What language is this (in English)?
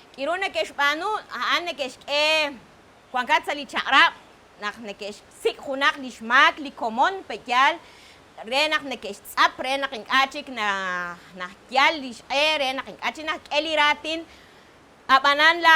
Kekchí